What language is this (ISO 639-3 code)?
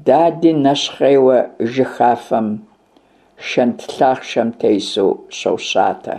kbd